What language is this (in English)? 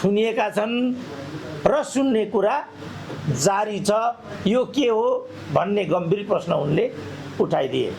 Nepali